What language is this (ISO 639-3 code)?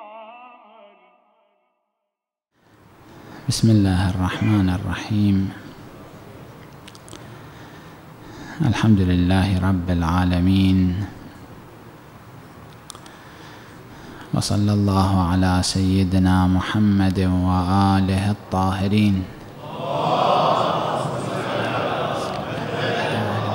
ara